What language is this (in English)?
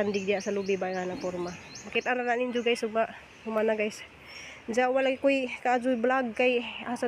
Cebuano